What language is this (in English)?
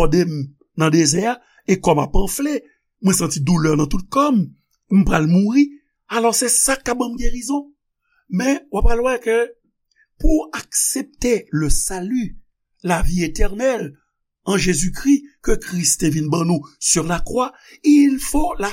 Haitian Creole